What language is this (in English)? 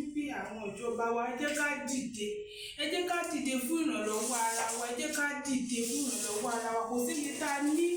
Yoruba